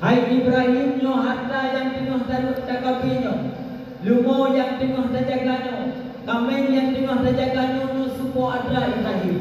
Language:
Achinese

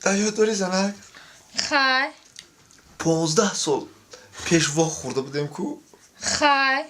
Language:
Tajik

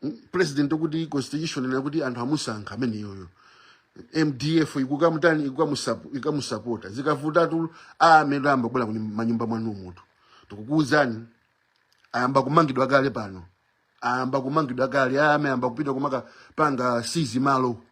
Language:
Nyanja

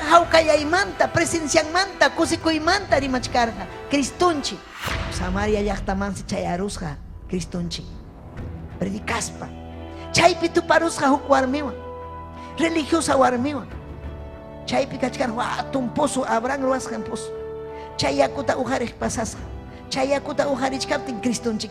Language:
Ayacucho Quechua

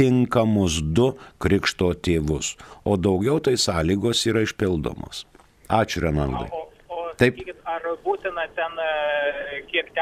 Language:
Lithuanian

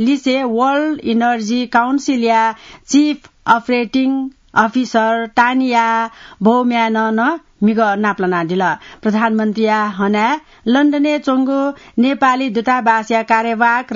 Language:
Newari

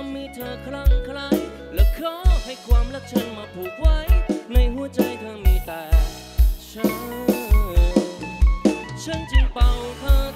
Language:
Thai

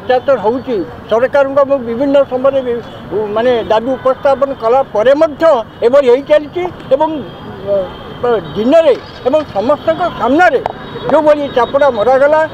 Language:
Odia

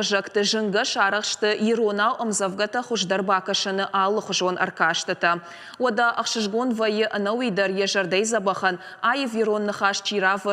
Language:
Ossetic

